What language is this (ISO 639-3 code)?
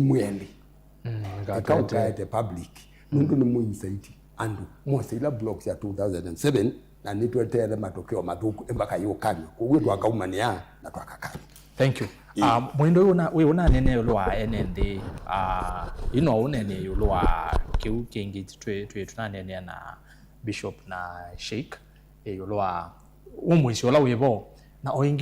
kam